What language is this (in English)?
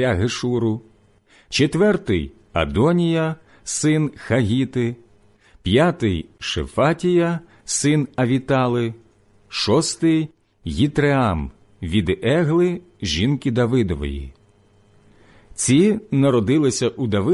Ukrainian